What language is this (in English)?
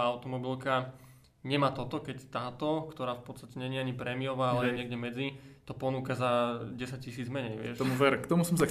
Slovak